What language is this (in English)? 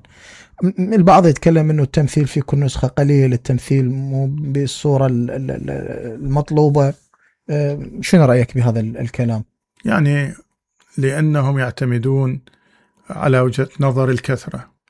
Mesopotamian Arabic